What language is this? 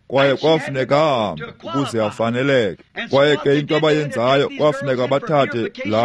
Xhosa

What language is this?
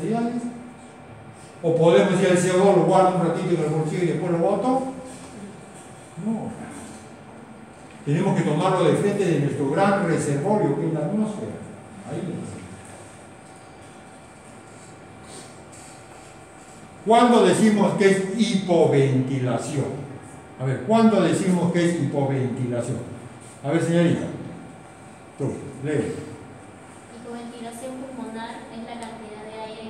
Spanish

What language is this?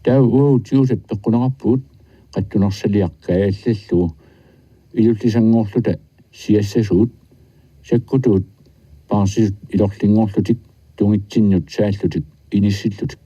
Kalaallisut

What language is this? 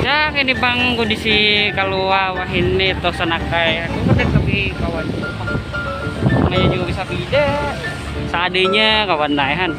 Banjar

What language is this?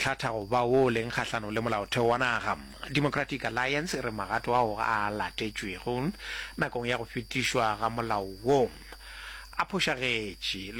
Northern Sotho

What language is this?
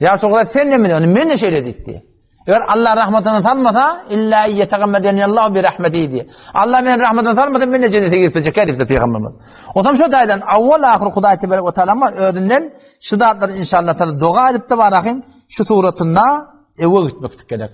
Turkmen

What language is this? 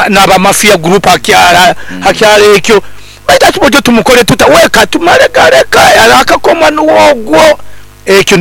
Nyoro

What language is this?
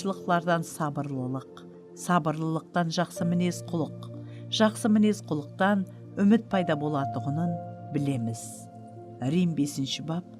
Kara-Kalpak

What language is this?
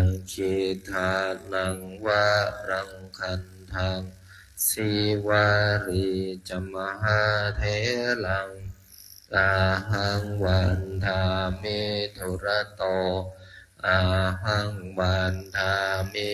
Pali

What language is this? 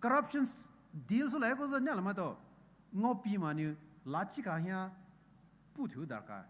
Poumei Naga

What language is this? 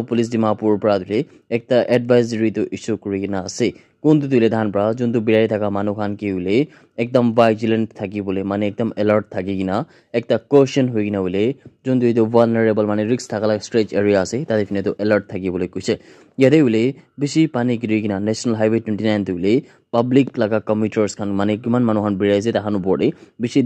Naga Pidgin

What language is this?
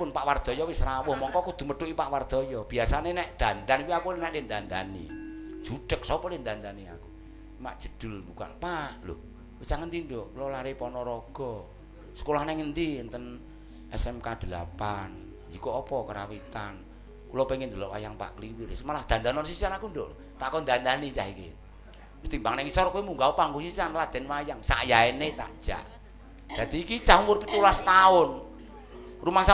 Javanese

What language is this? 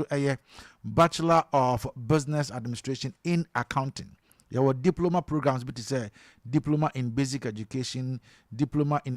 Akan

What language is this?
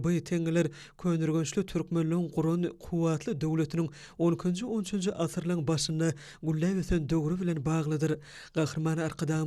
Turkmen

